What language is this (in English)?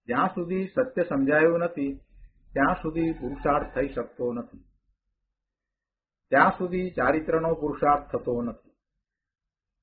Gujarati